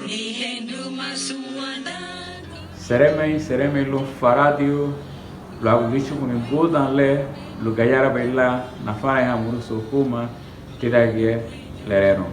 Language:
Garifuna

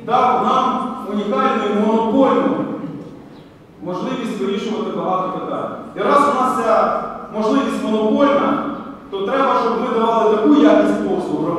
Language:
Ukrainian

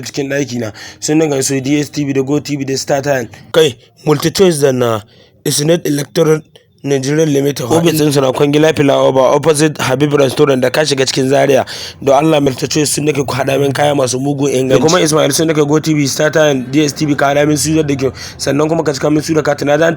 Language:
Hausa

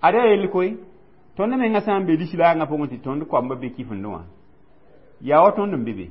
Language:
Mossi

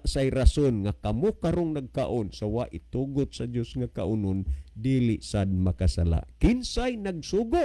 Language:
Cebuano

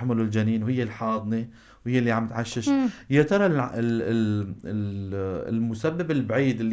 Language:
North Levantine Arabic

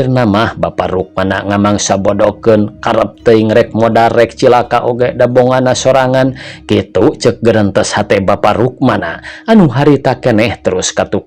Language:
Sundanese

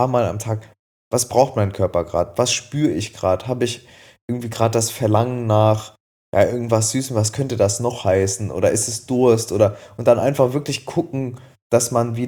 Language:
German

